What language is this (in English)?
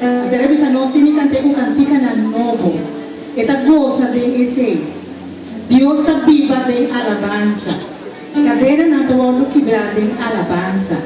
Papiamento